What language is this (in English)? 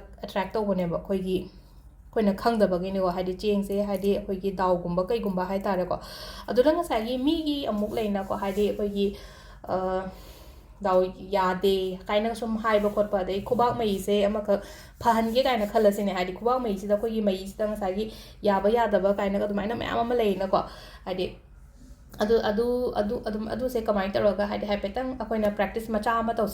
Manipuri